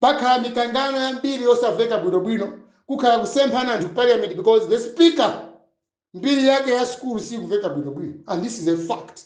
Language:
Nyanja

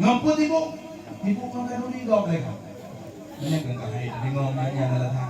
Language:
Achinese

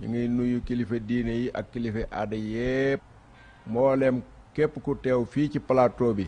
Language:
Wolof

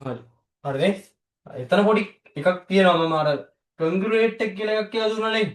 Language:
Sinhala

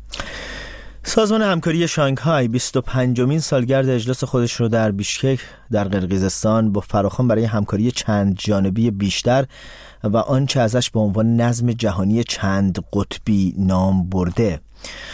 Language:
Persian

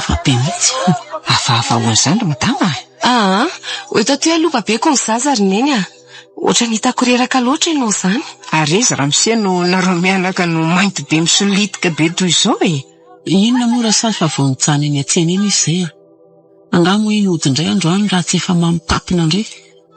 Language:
Malagasy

